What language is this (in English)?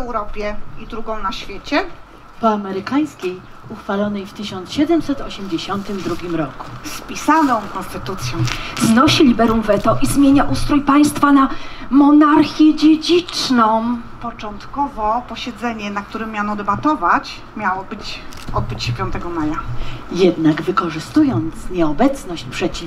Polish